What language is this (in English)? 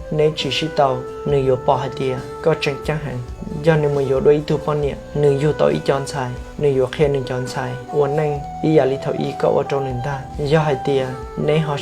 Hmong